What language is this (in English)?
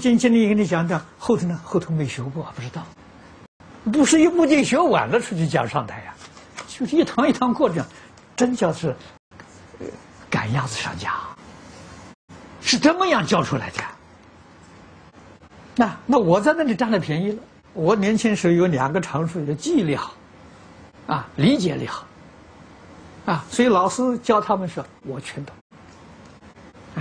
Chinese